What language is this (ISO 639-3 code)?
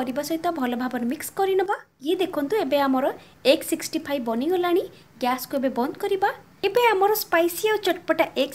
ori